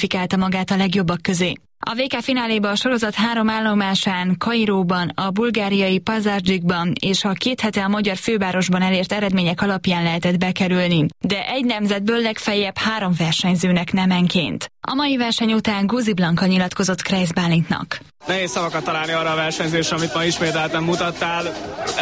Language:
Hungarian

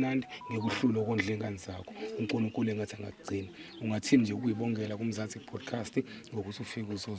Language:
Zulu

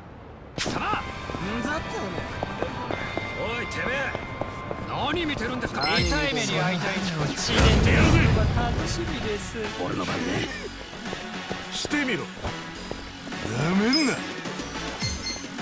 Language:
Japanese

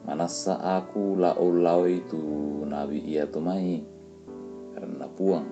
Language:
Toraja-Sa'dan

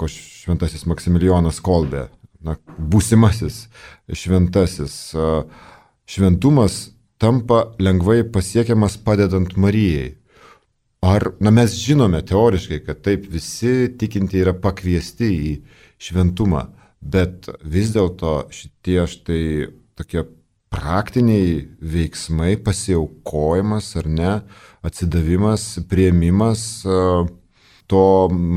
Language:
Lithuanian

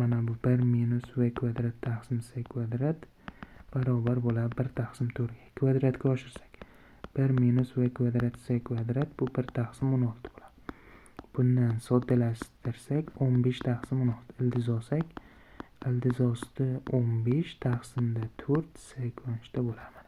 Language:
Uzbek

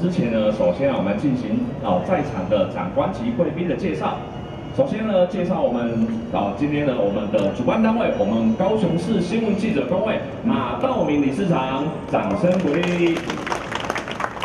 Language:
Chinese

